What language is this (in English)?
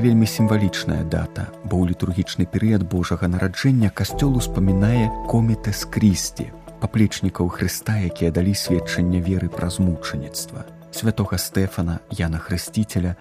Belarusian